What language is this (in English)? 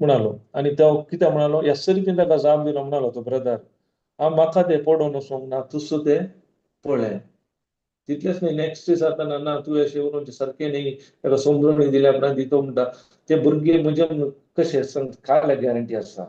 Konkani